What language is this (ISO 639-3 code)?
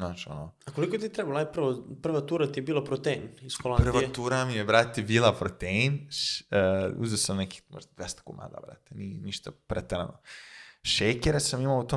srp